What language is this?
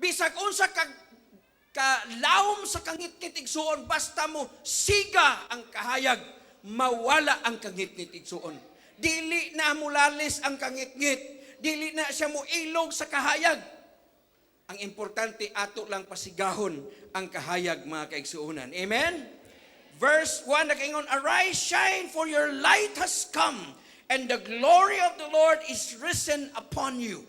Cebuano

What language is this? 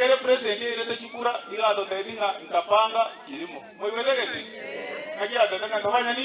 Gusii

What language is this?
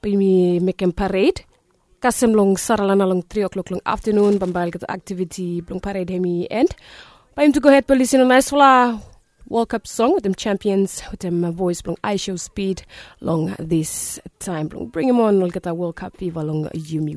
Bislama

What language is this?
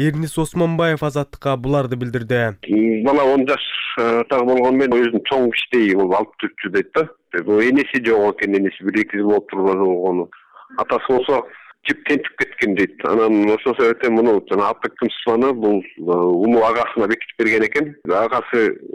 Kyrgyz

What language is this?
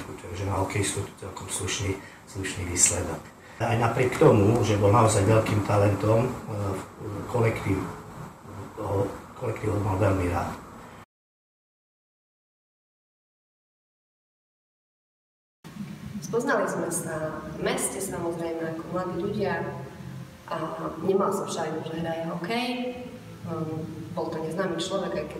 Slovak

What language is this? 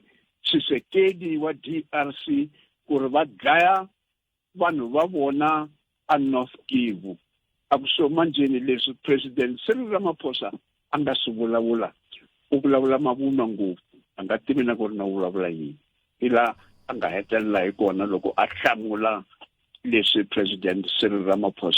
Tsonga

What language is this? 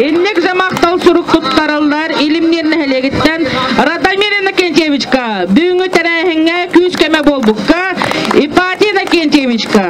Yakut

